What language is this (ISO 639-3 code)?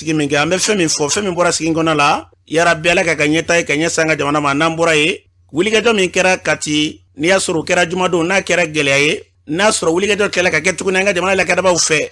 bam